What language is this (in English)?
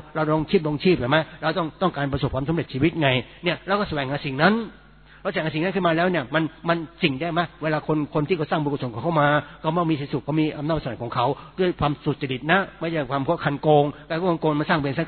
Thai